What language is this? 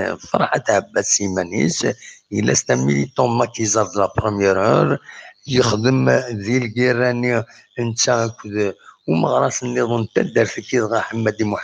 Kabyle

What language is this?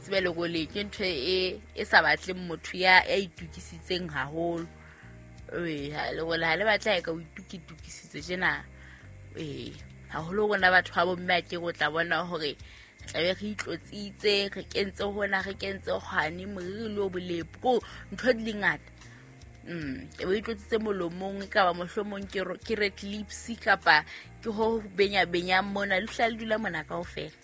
Southern Sotho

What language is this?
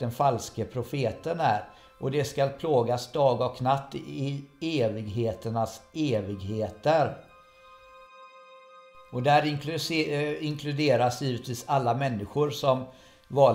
Swedish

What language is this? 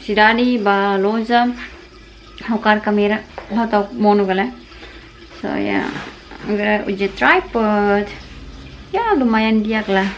Tetum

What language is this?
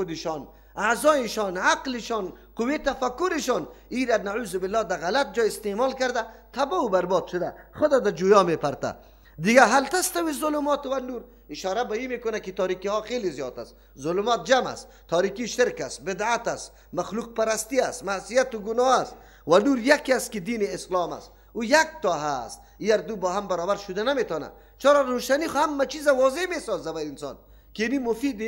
Persian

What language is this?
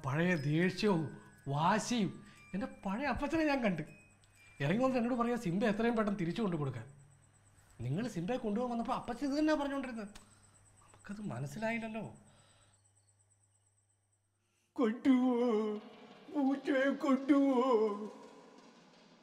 Malayalam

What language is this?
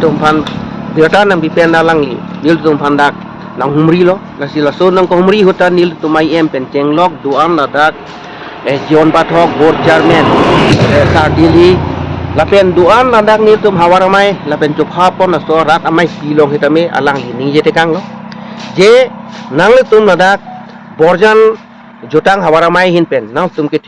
Karbi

